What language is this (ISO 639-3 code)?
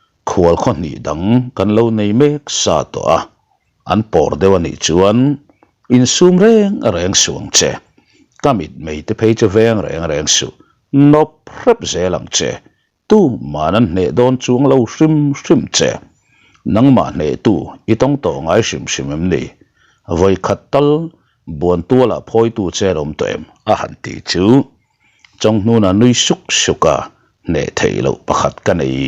lus